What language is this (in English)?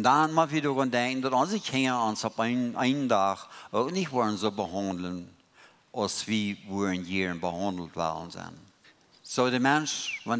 Plautdietsch